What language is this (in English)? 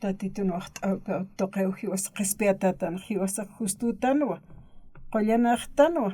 Aymara